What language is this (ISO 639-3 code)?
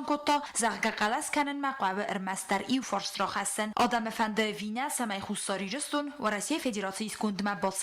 oss